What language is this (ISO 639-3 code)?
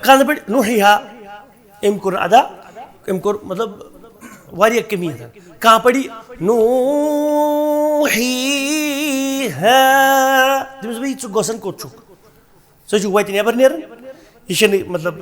kas